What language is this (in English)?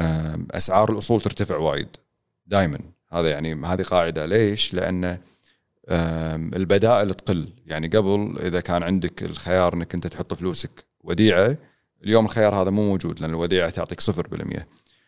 Gulf Arabic